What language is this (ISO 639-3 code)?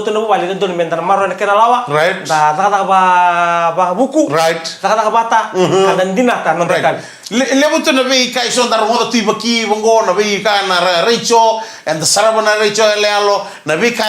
fij